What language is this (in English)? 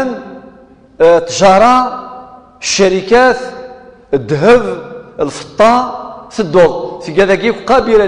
Kabyle